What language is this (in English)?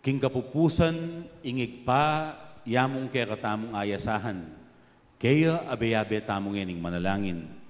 Pampanga